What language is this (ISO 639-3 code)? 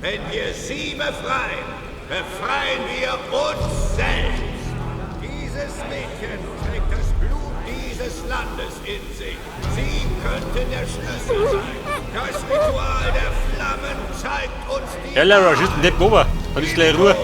bar